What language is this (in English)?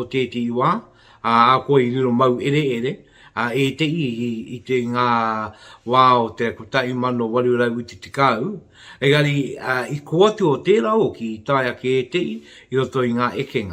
Māori